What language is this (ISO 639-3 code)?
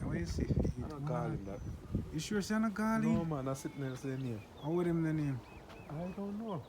jam